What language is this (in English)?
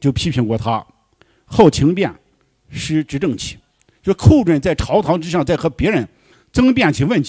Chinese